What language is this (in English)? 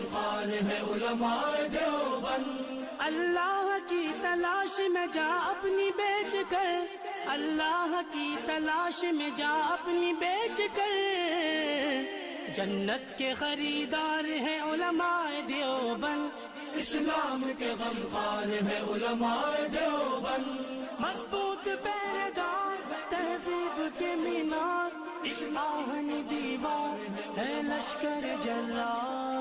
Urdu